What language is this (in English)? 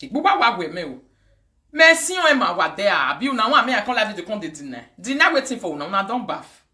Nigerian Pidgin